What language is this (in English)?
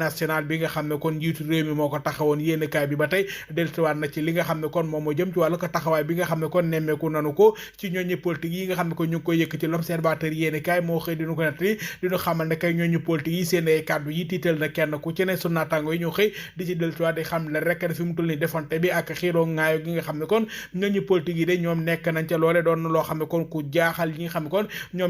Wolof